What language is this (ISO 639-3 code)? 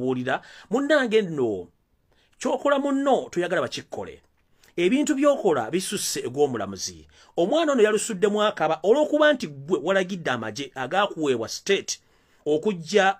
lug